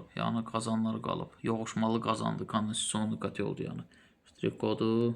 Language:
Azerbaijani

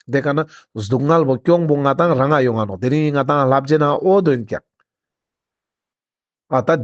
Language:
Ladakhi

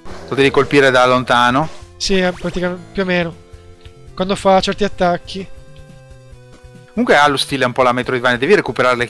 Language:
Italian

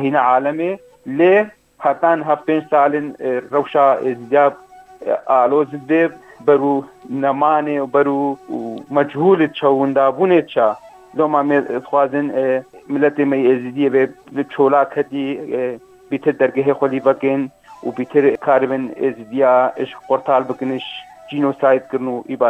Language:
Kurdish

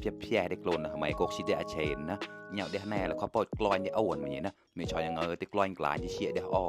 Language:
Mon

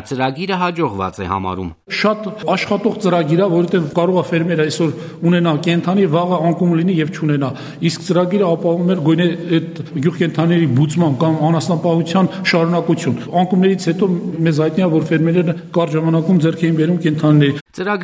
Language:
Armenian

